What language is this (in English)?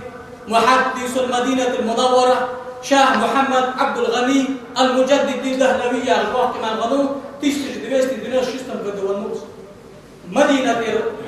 Ingush